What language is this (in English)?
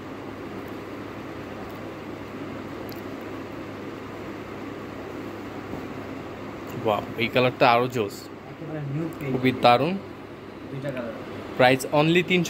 Bangla